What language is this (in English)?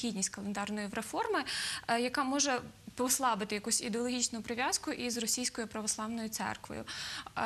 Ukrainian